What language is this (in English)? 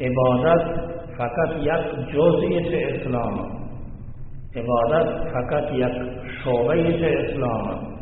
Baluchi